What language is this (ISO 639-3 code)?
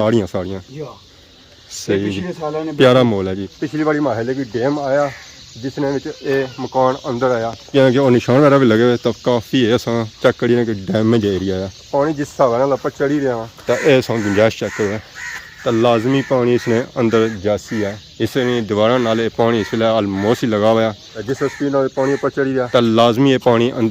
phr